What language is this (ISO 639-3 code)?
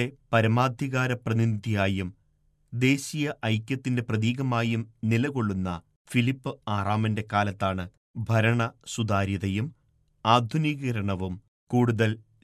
mal